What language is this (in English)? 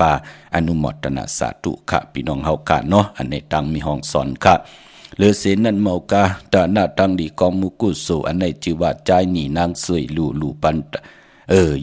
Shan